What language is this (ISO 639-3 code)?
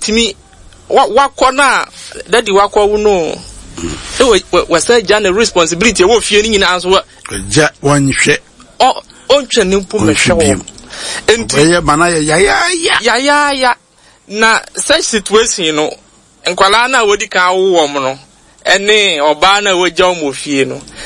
aka